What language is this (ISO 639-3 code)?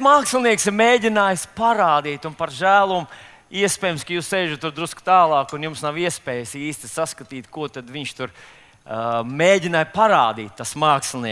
lav